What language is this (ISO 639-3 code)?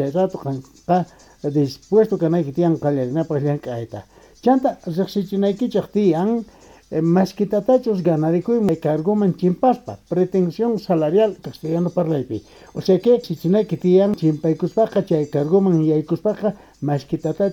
quh